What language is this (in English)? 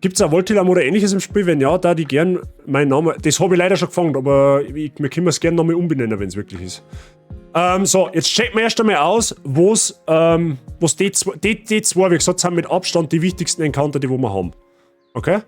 Bavarian